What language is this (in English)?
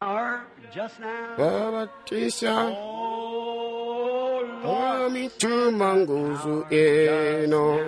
Tonga (Zambia)